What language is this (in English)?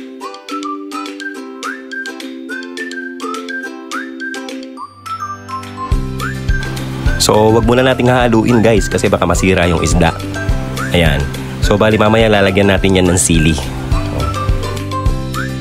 Filipino